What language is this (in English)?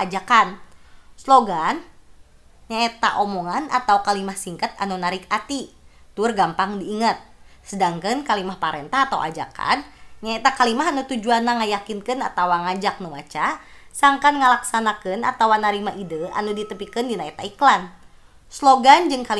Sundanese